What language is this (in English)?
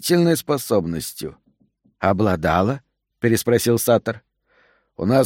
Russian